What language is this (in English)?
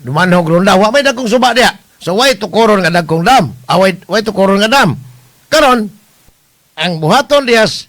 Cebuano